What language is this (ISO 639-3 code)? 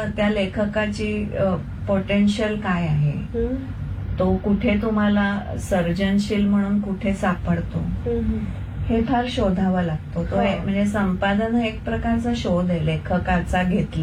mar